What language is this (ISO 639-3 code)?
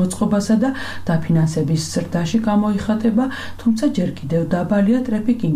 kat